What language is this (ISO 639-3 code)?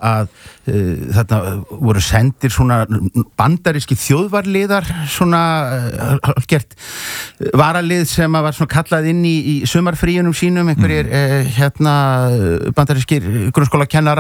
isl